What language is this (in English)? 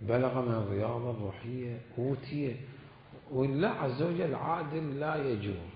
Mesopotamian Arabic